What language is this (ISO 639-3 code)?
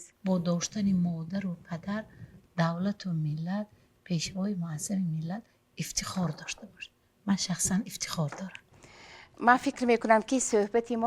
tgk